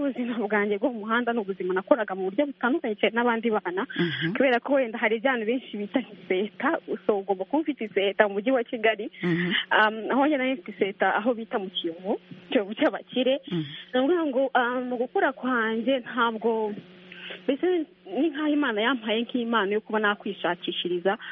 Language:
Kinyarwanda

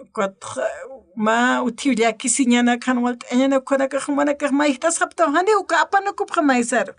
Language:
Aymara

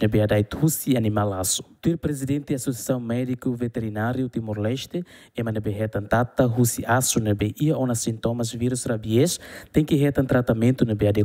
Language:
Tetum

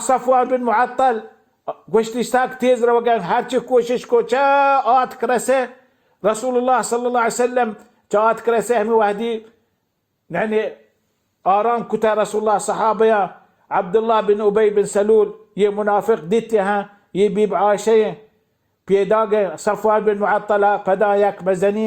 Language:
Baluchi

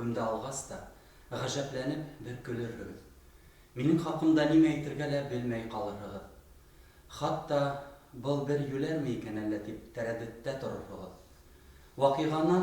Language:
Bashkir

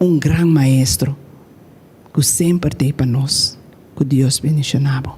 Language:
Papiamento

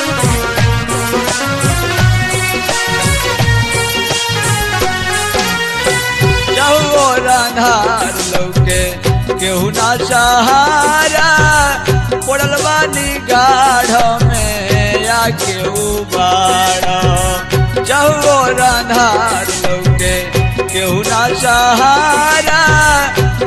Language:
Bhojpuri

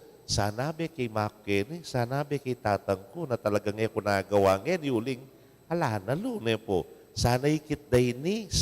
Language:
Pampanga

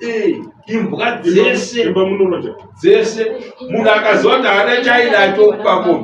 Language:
Shona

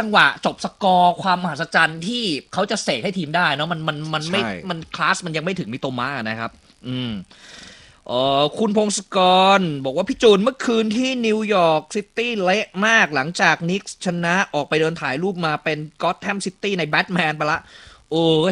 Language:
Thai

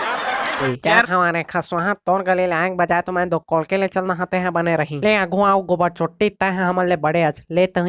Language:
Chhattisgarhi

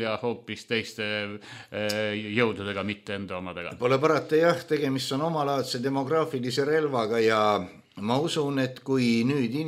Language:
Estonian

